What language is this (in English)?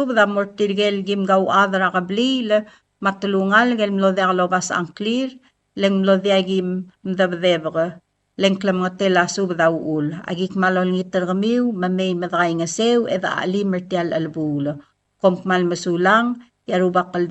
Palauan